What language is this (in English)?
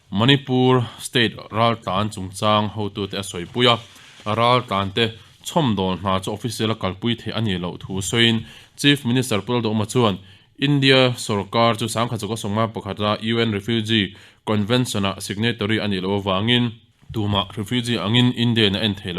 Mizo